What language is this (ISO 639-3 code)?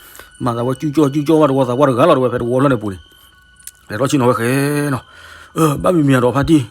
ksw